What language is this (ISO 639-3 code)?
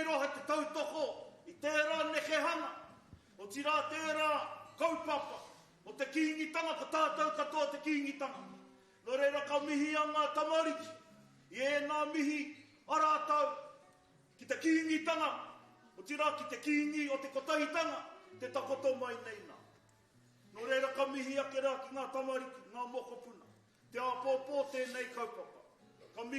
mri